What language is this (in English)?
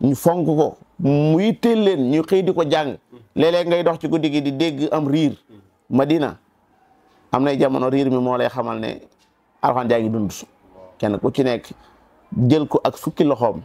Wolof